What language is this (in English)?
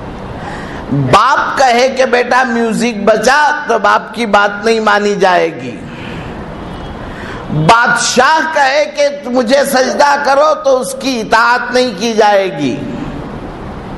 Urdu